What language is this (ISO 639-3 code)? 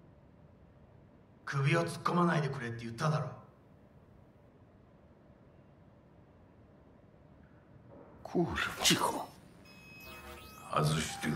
pol